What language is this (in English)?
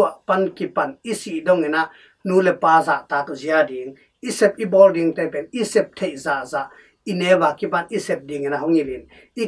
Tedim Chin